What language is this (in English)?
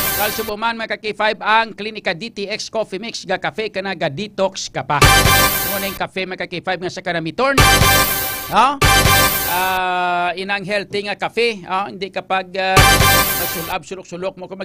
Hiligaynon